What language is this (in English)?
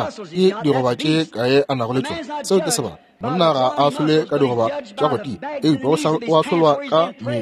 Northern Sotho